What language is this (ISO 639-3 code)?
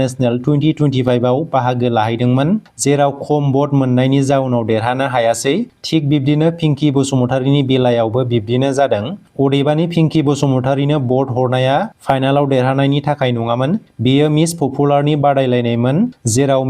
brx